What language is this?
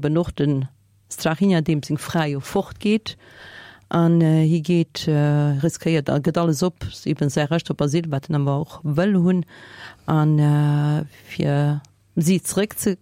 Luxembourgish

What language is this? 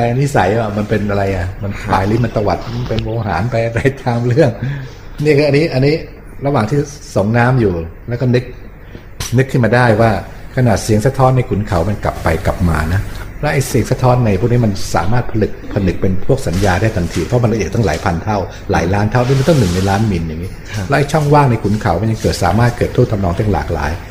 Thai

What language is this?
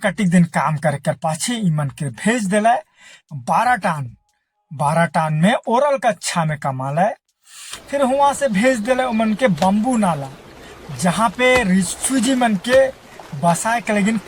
Sadri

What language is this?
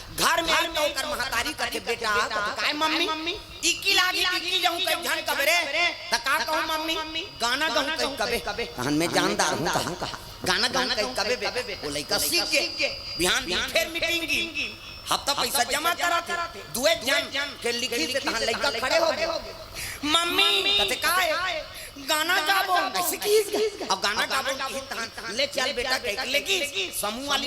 Chhattisgarhi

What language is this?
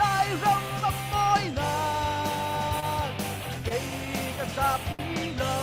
Falam Chin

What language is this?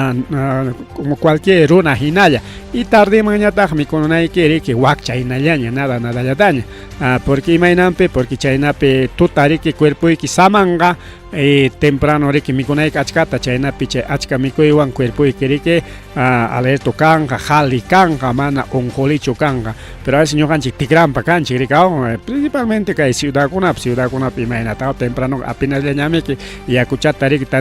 Ayacucho Quechua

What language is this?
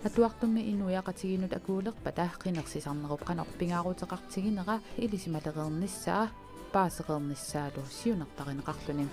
Kalaallisut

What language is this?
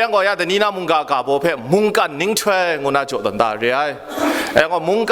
Kachin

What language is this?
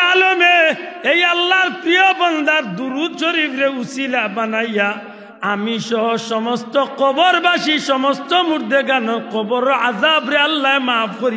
Sylheti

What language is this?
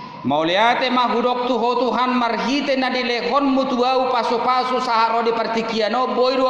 Batak Toba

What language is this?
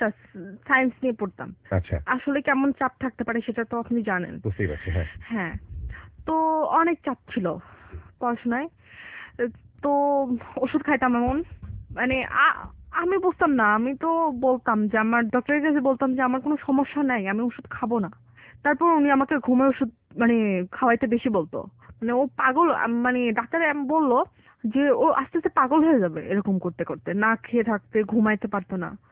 Bangla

